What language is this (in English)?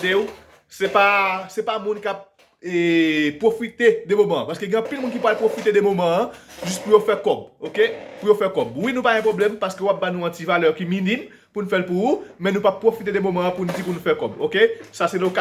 Haitian Creole